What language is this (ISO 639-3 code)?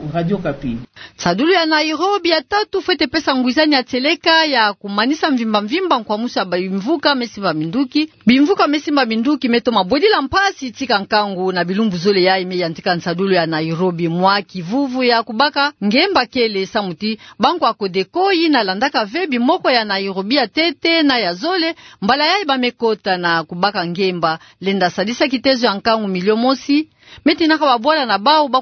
ktu